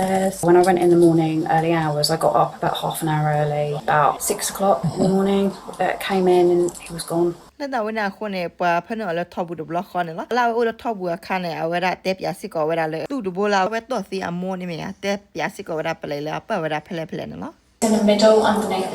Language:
S'gaw Karen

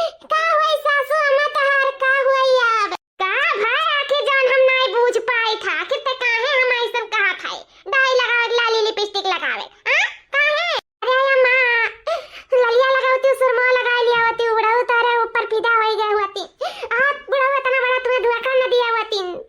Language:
Awadhi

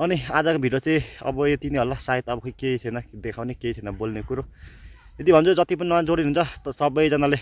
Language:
Nepali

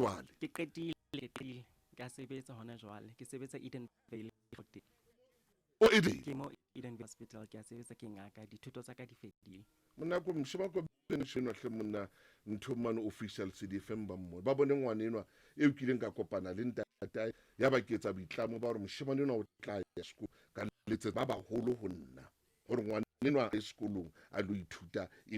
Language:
Southern Sotho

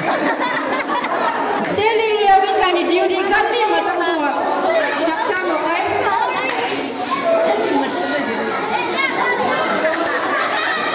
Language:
Malay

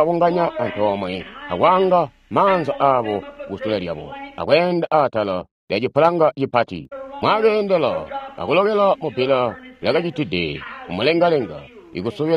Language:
Tonga (Zambia)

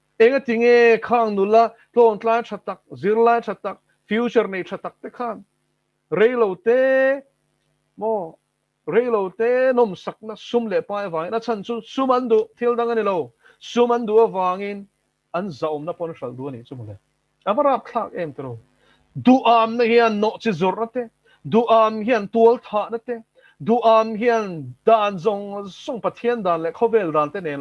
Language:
Mizo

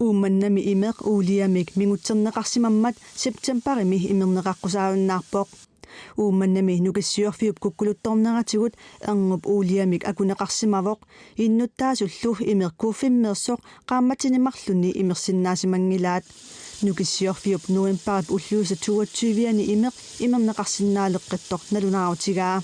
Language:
Kalaallisut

